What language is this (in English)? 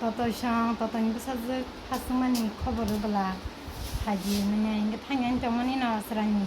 Kok Borok